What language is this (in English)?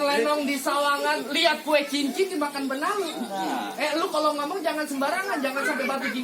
Betawi